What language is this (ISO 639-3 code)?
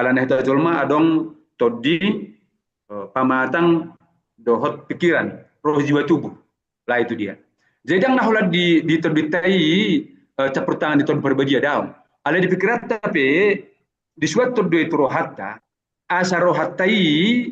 bbc